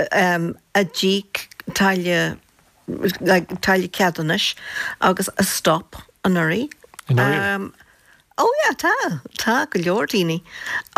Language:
Irish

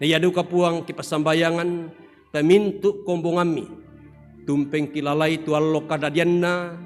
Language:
Toraja-Sa'dan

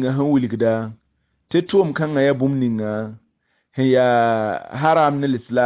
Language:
Mossi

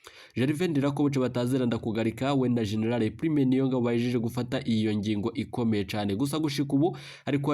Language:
Rundi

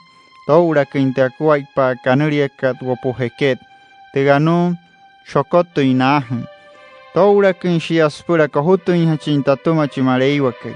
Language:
Wayuu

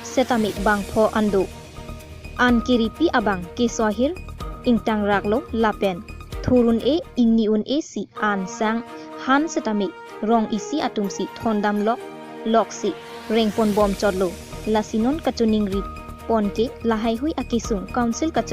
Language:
Karbi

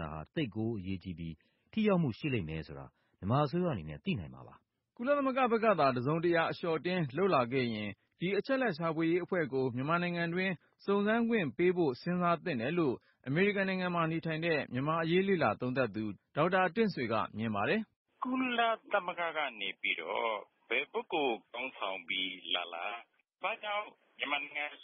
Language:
Burmese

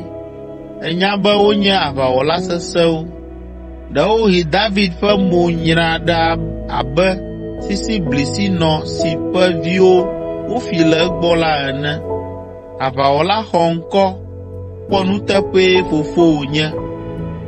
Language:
Ewe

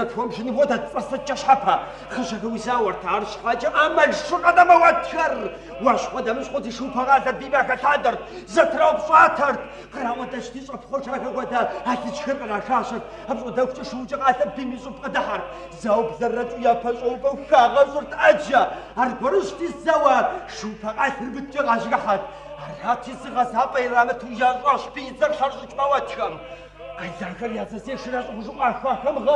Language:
Kabardian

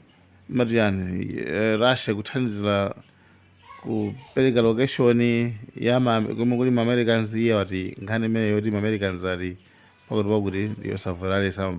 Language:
Nyanja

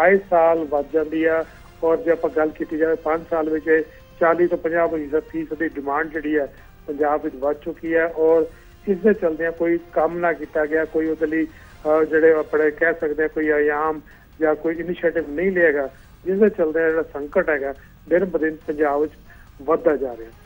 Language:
Punjabi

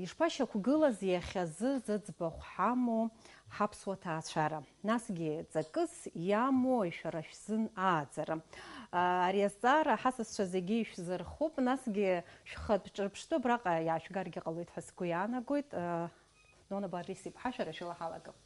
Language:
Abkhazian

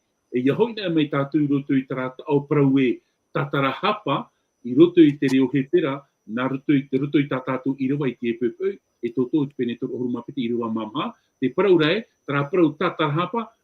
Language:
Tahitian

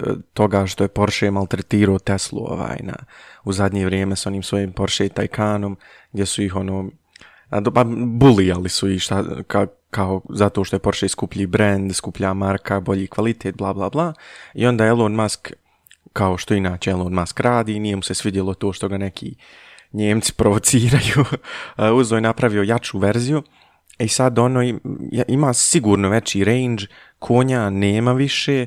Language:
Bosnian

